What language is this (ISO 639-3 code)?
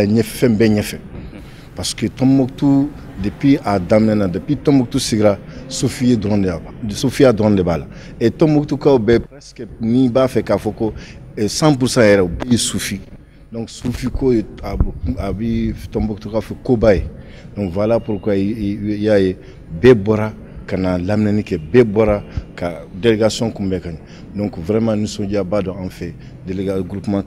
bam